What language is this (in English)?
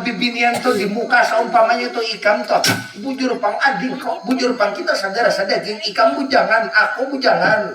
Banjar